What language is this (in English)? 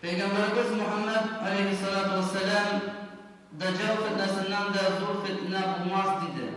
Tatar